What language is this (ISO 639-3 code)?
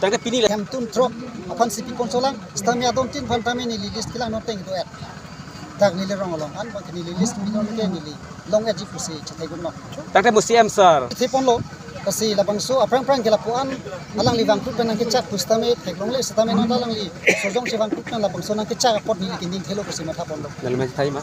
mjw